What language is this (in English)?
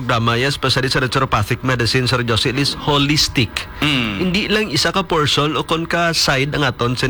Hiligaynon